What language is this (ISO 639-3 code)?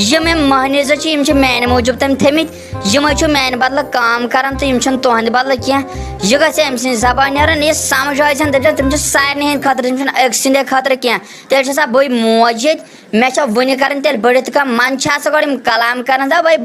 kas